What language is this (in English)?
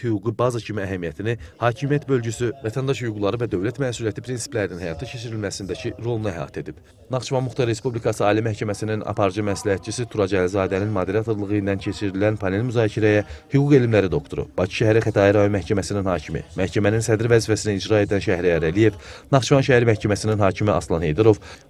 Azerbaijani